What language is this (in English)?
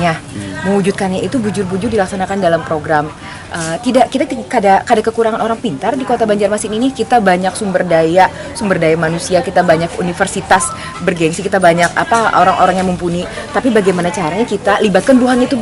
Banjar